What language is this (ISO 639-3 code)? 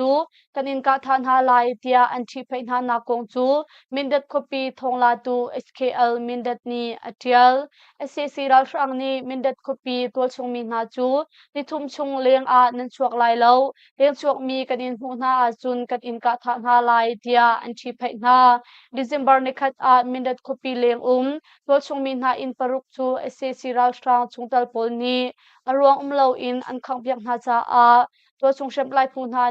cnh